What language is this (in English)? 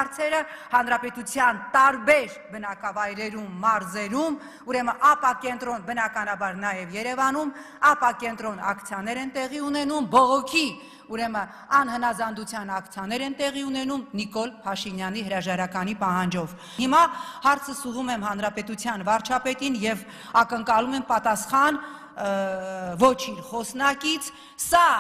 Armenian